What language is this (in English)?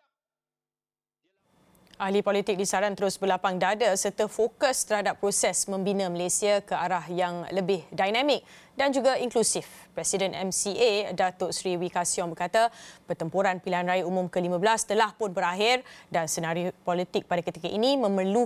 Malay